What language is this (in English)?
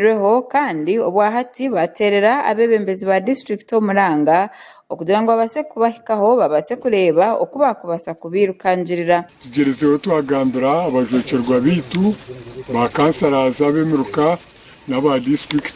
Nyankole